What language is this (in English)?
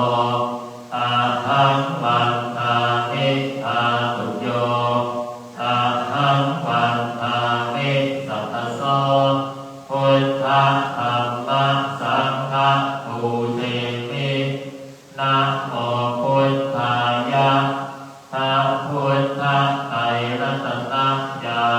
Pali